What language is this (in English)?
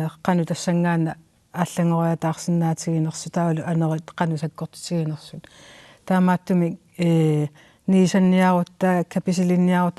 Kalaallisut